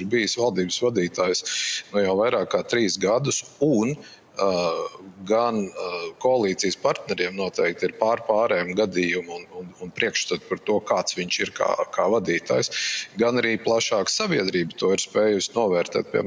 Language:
Latvian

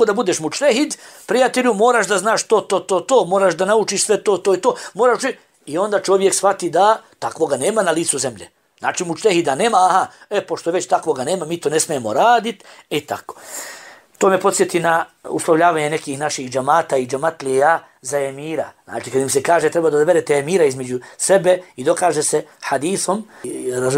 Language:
Bosnian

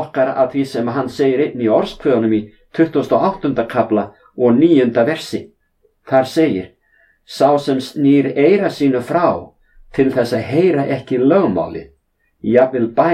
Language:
Icelandic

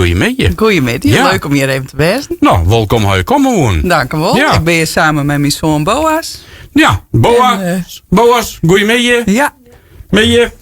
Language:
Western Frisian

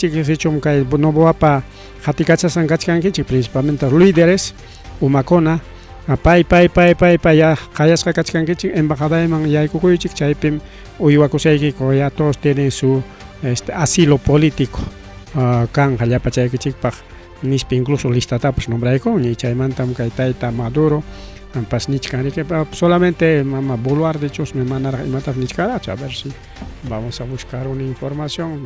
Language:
Ayacucho Quechua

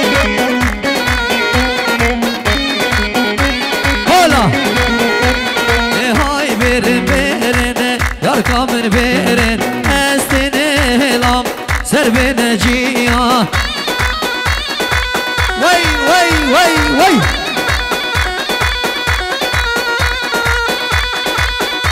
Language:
Persian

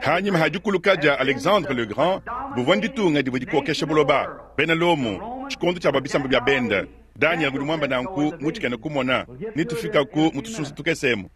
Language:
Luba-Lulua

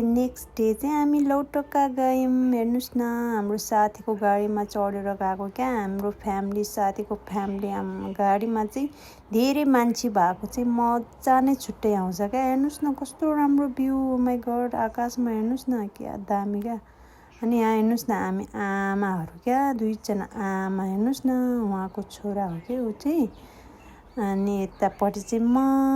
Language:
Nepali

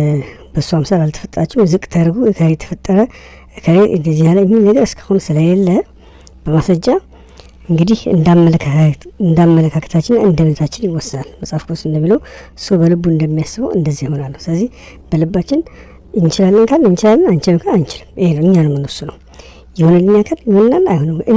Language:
Amharic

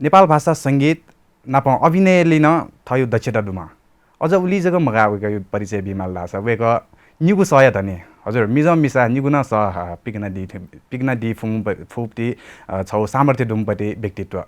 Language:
Newari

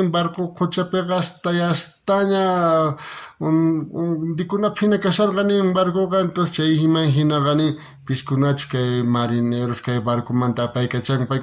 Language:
South Bolivian Quechua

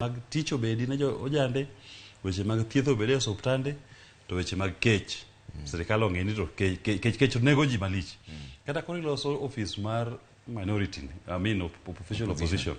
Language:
Luo (Kenya and Tanzania)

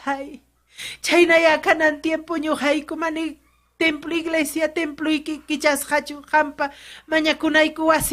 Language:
Ayacucho Quechua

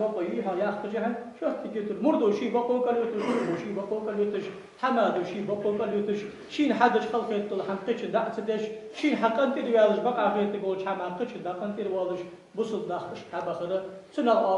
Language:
Ingush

